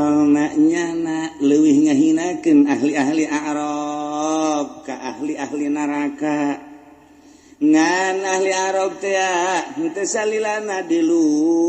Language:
Sundanese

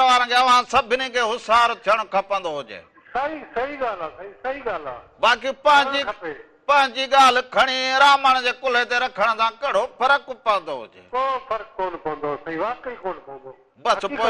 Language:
Sindhi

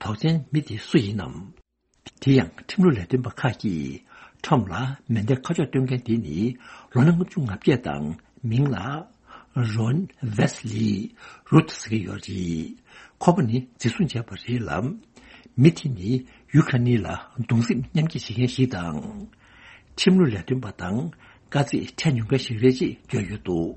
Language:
Tibetan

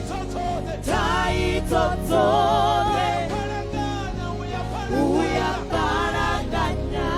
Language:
Venda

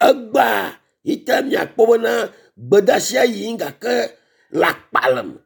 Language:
Ewe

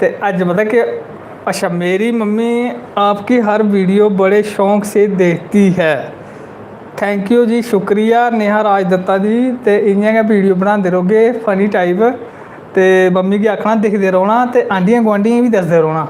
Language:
Dogri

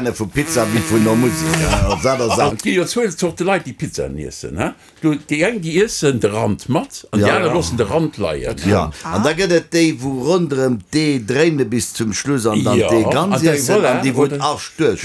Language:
Luxembourgish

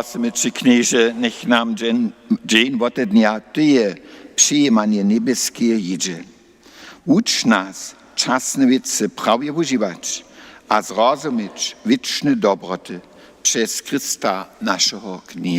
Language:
Upper Sorbian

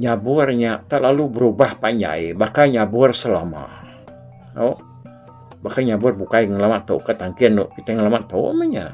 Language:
Iban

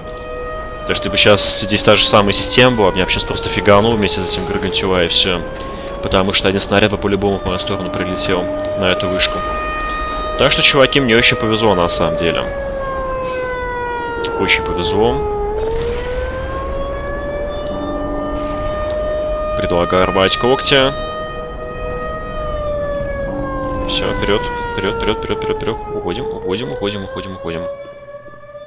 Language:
Russian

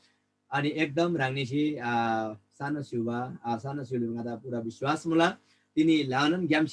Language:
Eastern Tamang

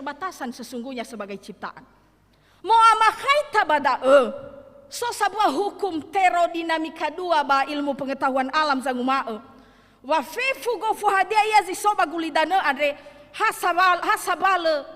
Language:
Nias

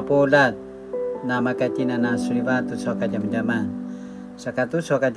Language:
Paiwan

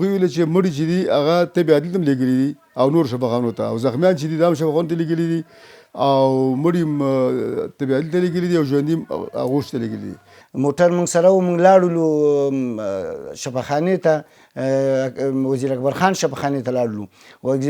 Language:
Pashto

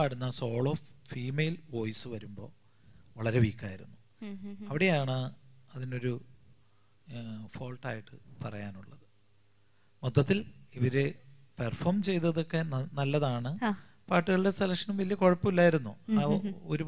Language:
Malayalam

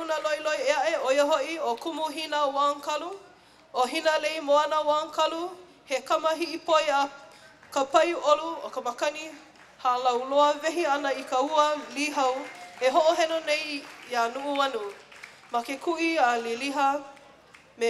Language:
Hawaiian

